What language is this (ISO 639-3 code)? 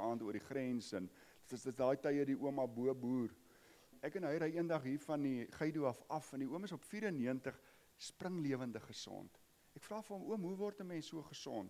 afr